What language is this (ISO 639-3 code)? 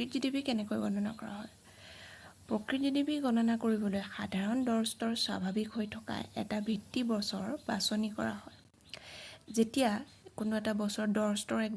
asm